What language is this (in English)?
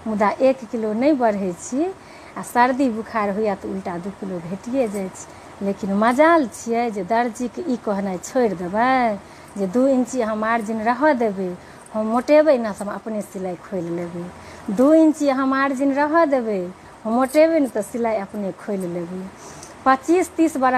Maithili